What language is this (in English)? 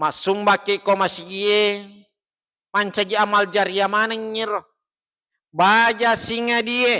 Buginese